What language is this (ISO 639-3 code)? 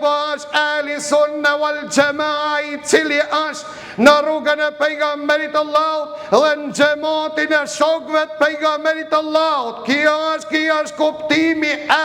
sqi